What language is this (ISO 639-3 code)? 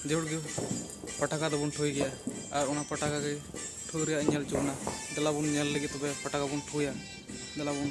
sat